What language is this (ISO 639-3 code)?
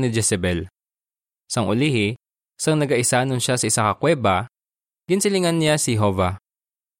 hil